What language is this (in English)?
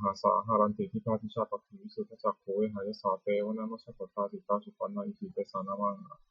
Pali